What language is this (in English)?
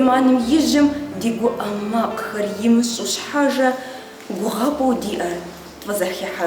Kabardian